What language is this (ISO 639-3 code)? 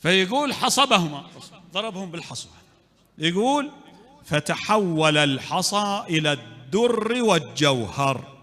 acm